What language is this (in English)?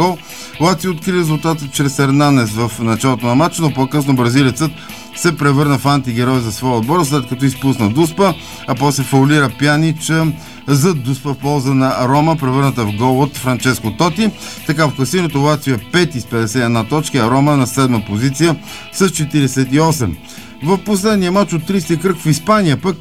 Bulgarian